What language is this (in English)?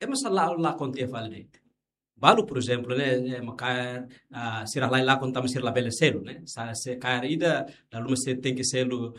Tetum